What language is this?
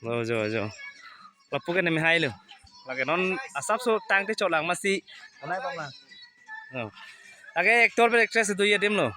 Karbi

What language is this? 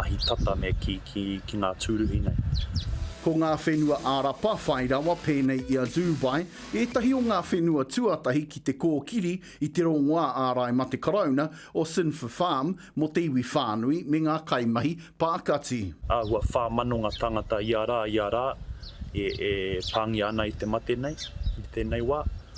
Māori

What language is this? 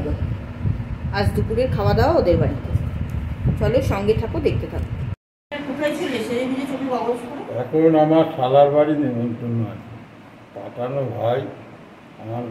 Bangla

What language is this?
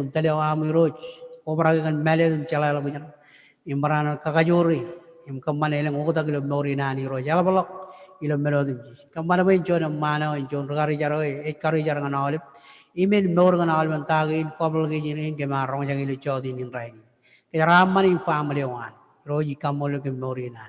Marshallese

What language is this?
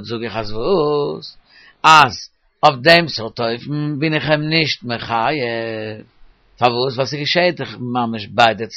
Yiddish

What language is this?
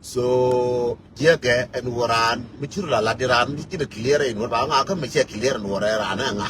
Nuer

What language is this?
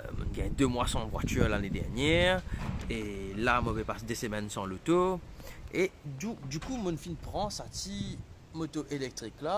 Morisyen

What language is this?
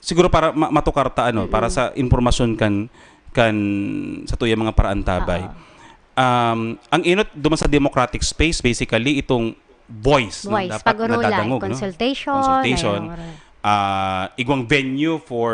Bikol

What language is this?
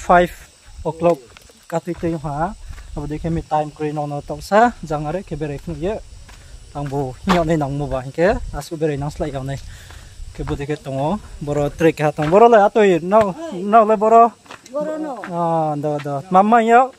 Riang (India)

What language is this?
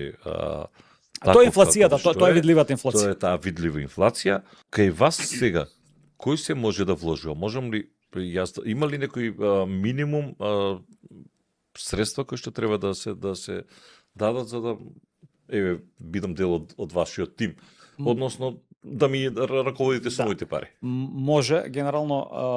Macedonian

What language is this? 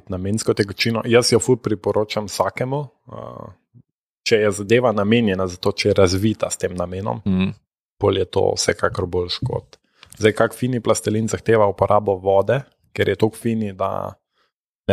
Slovenian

